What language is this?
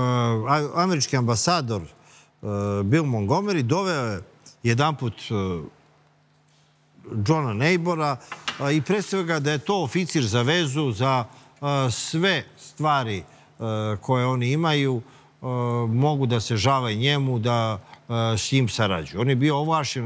Serbian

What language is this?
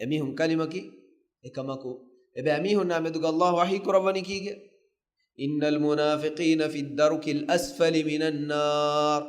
Divehi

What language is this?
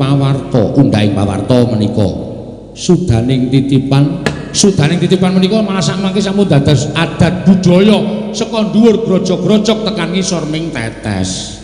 Javanese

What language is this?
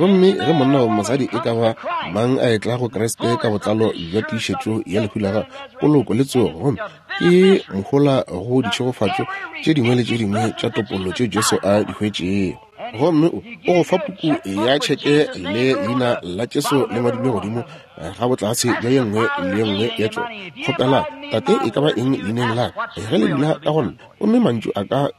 Northern Sotho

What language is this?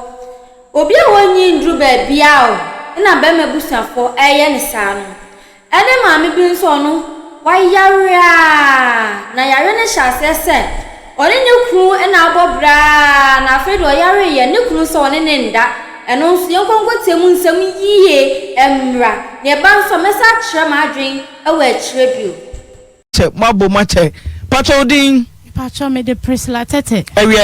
Akan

